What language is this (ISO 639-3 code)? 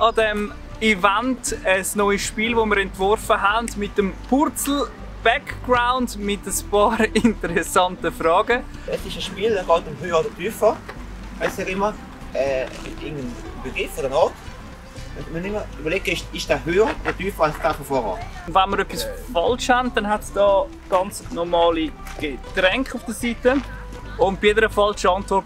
gsw